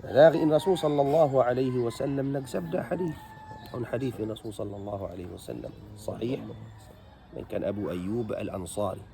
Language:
Tausug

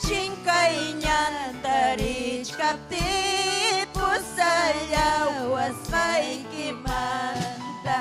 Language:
Ayacucho Quechua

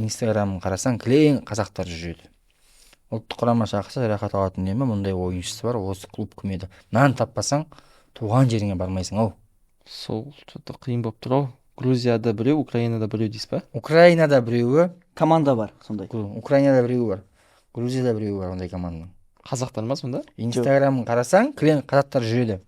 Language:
Kazakh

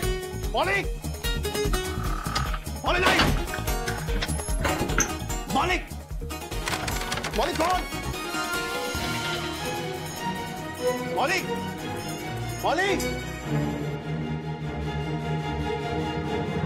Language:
Hindi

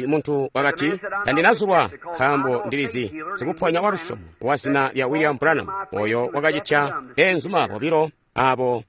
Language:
Tonga (Zambia)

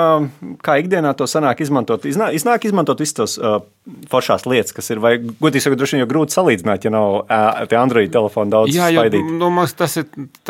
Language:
Latvian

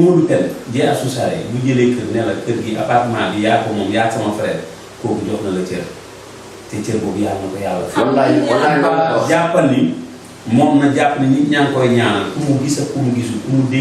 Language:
Wolof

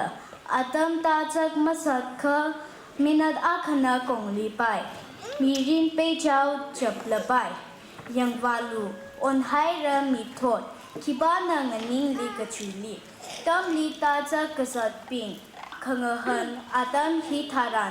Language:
Tangkhul Naga (India)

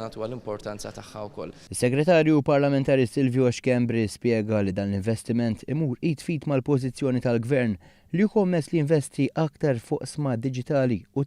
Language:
Maltese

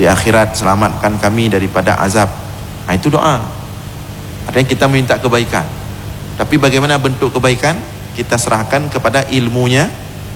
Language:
Malay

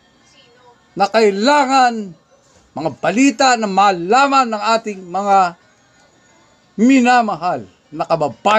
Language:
Filipino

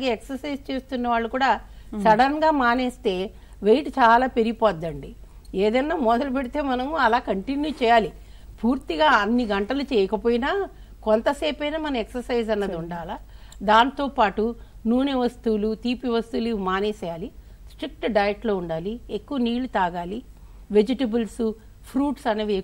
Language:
Telugu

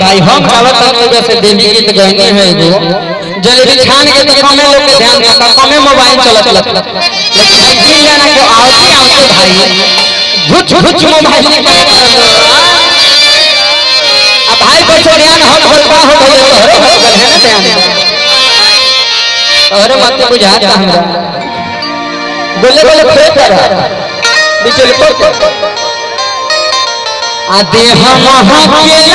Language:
Bhojpuri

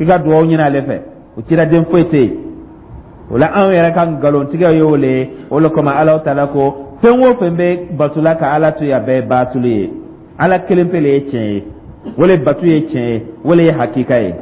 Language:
Dyula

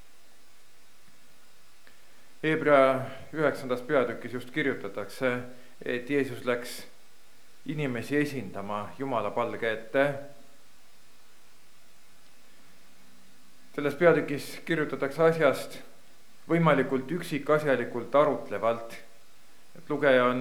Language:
Estonian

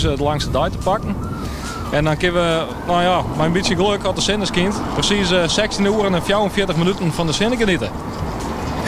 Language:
Western Frisian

